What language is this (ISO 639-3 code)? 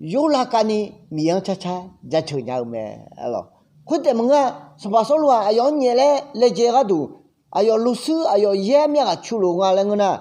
ahk